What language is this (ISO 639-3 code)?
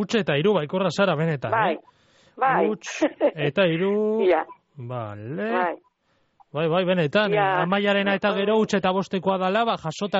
eus